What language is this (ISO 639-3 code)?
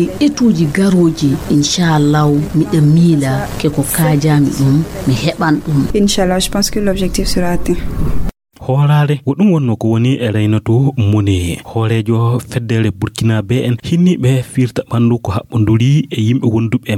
ful